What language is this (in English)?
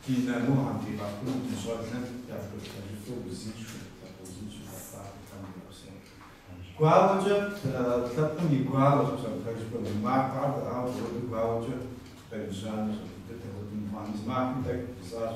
Kabardian